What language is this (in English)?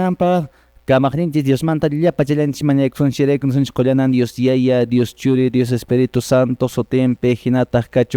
Quechua